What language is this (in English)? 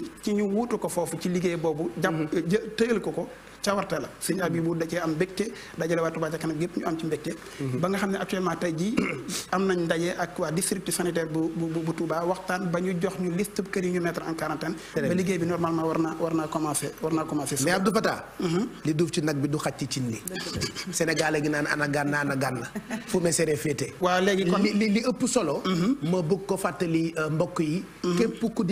Wolof